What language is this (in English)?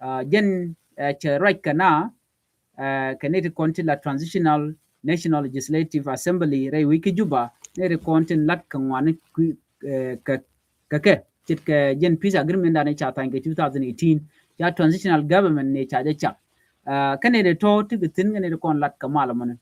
Nuer